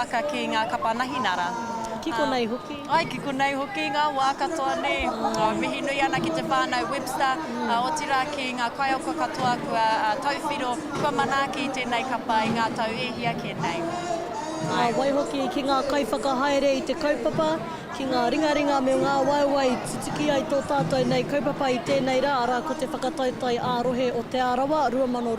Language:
Māori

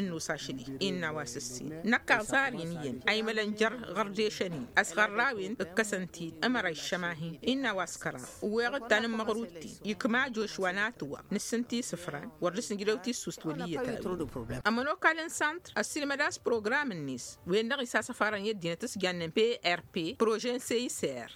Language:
Tamasheq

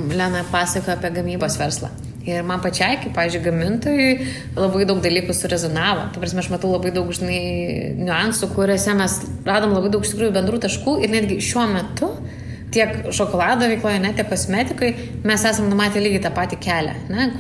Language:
Lithuanian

